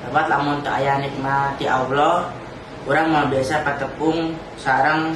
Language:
Sundanese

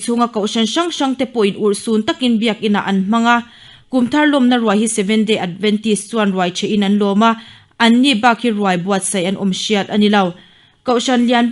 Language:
Mizo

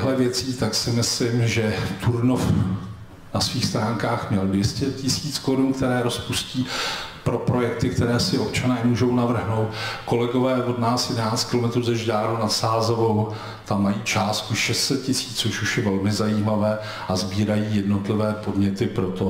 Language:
Czech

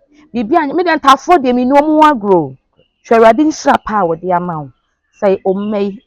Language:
Akan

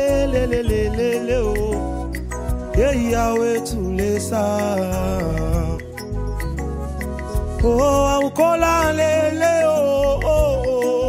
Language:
Swahili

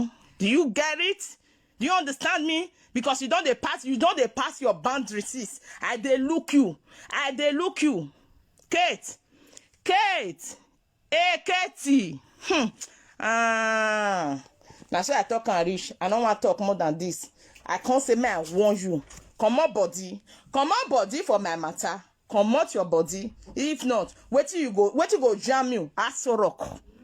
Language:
Nigerian Pidgin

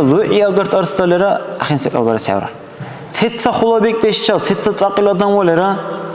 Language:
Dargwa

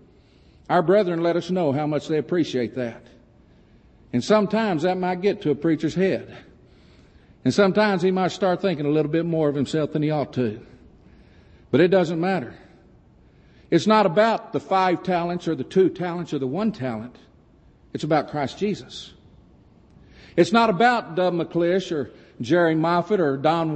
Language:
English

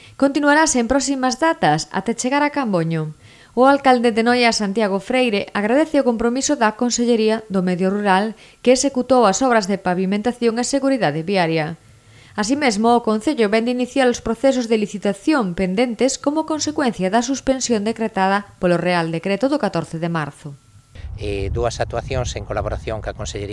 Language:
Galician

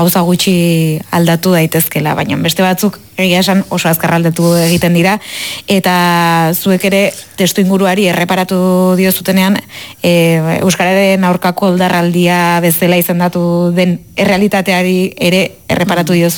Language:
Basque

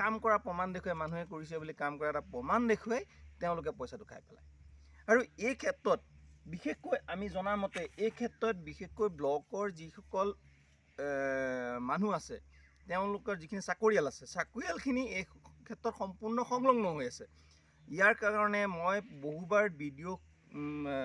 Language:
Assamese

